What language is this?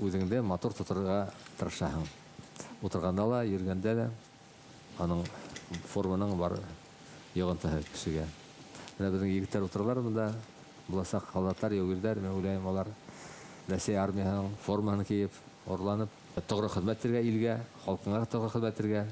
Bashkir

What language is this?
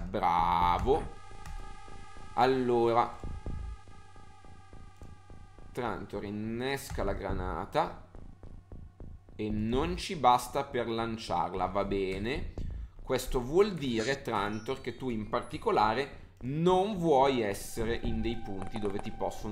Italian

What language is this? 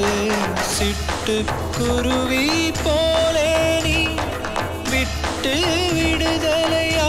Tamil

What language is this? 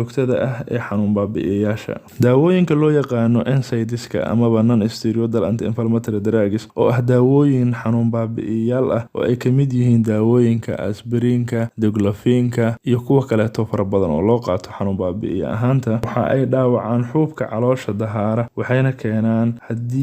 Somali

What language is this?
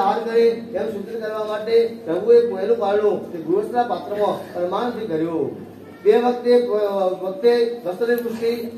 Gujarati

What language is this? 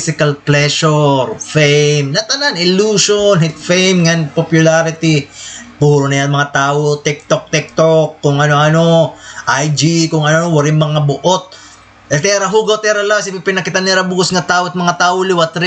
Waray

